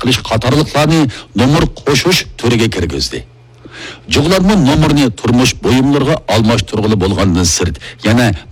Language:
Uyghur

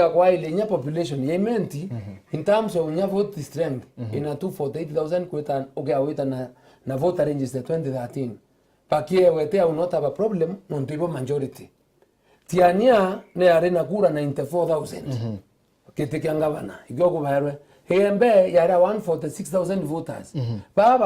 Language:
Meru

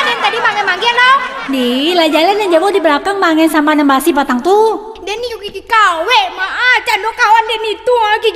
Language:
Minangkabau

